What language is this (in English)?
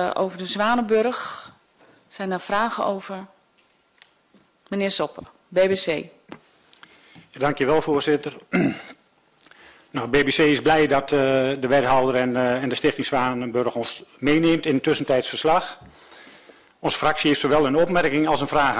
Dutch